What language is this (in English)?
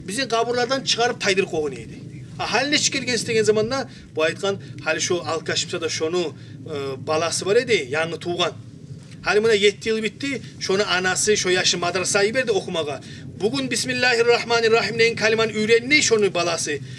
Kumyk